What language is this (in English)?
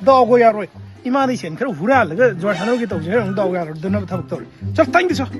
Manipuri